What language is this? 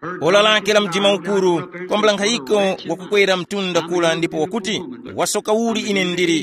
Tumbuka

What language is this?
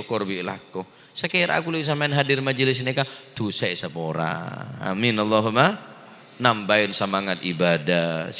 Madurese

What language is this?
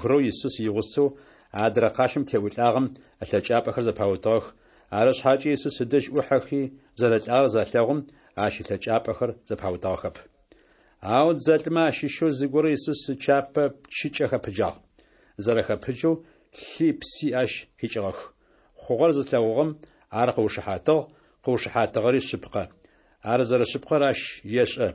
Adyghe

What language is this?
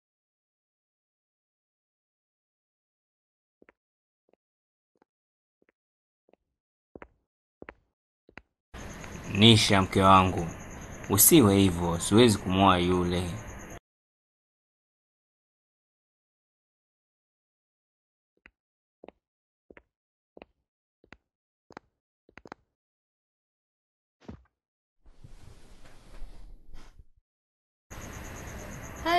Swahili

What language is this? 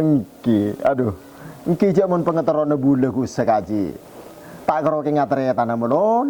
Madurese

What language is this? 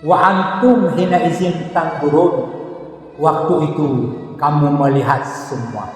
Achinese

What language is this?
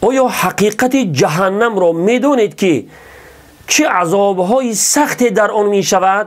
Tajik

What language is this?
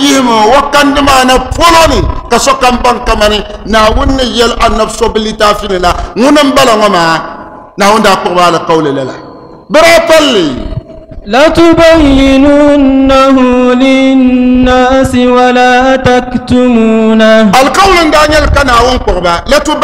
Dagbani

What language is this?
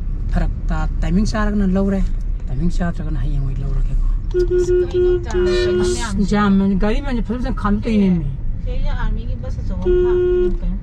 Manipuri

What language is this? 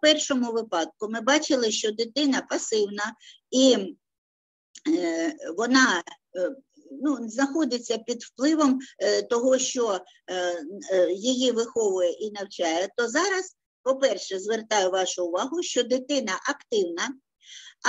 Ukrainian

